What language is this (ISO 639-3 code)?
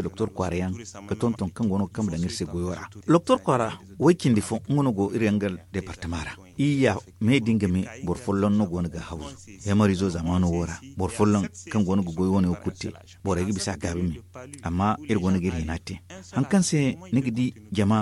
dje